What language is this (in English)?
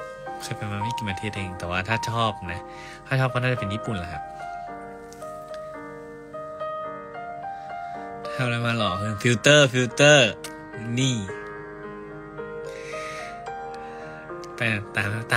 Thai